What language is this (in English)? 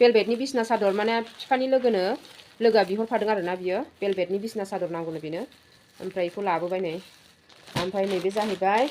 Bodo